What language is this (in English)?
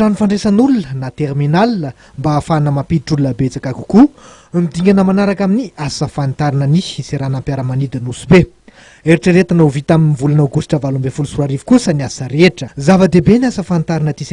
Malagasy